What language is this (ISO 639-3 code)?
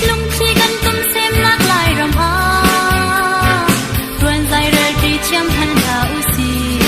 cnh